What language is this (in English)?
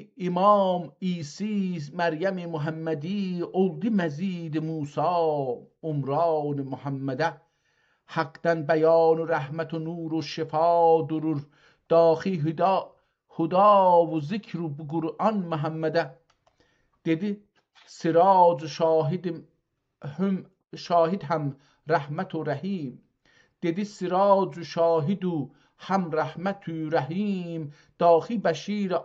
South Azerbaijani